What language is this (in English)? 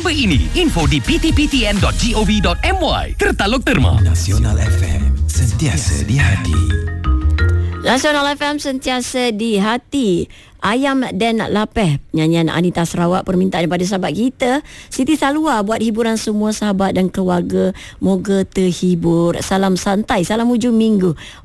Malay